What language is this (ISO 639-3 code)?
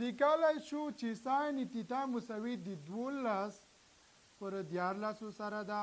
pus